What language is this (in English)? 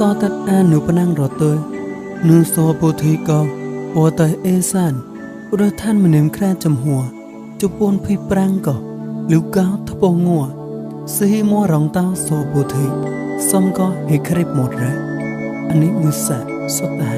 Mon